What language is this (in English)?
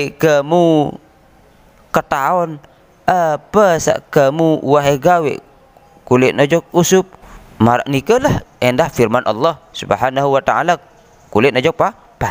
Sasak